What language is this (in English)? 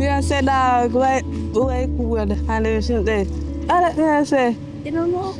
Jamaican Creole English